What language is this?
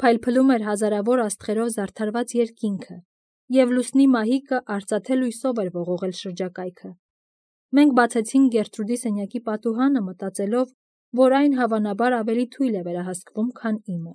Armenian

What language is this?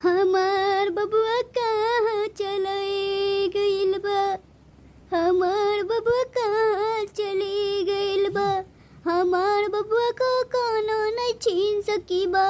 Bhojpuri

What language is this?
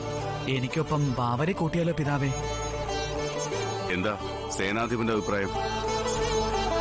Malayalam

